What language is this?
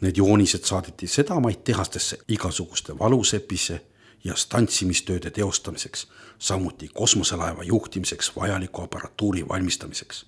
Estonian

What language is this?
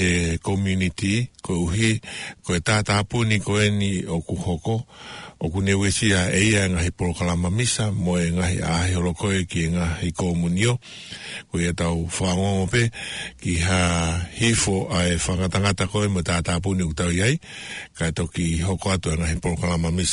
Tongan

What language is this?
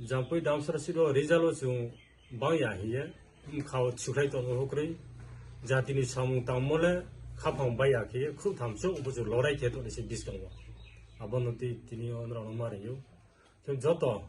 Riang (India)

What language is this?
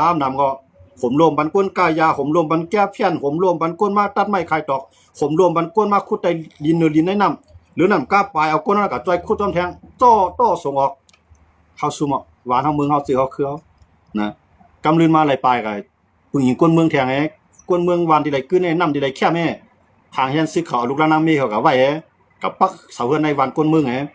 Shan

